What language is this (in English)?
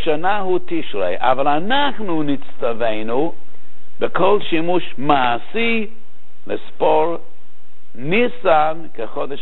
Hebrew